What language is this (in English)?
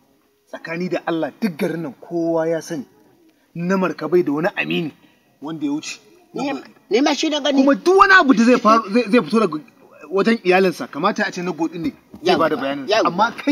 Hausa